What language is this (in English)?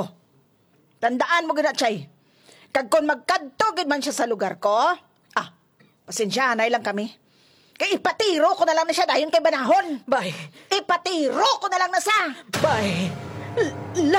Hiligaynon